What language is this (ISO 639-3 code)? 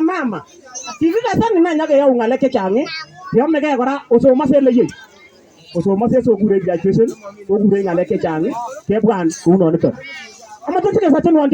kln